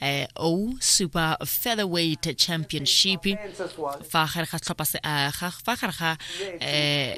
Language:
Tswana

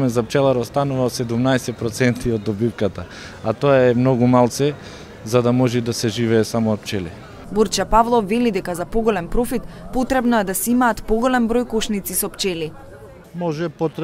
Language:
Macedonian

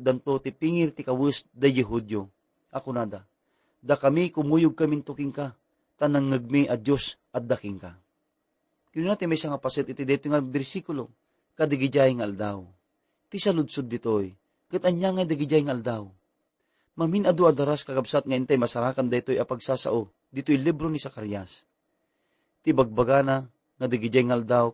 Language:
Iloko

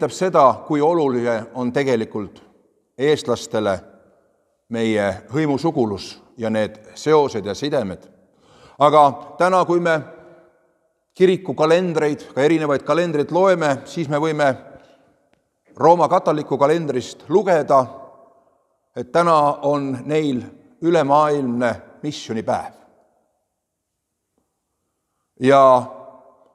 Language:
Estonian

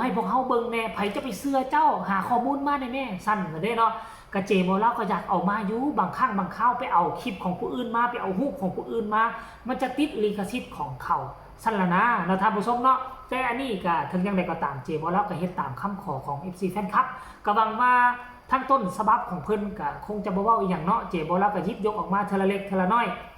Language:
Lao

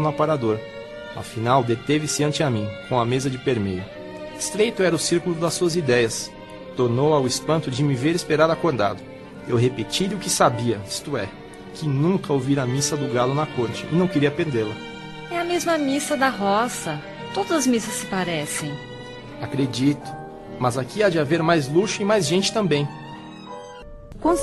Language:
Portuguese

